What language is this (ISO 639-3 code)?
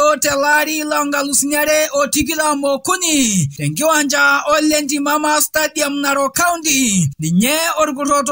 mas